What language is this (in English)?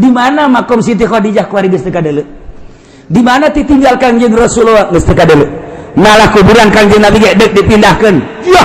Sundanese